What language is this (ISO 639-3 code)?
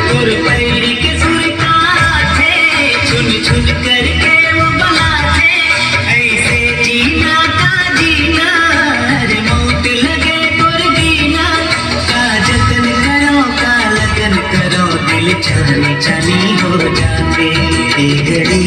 hne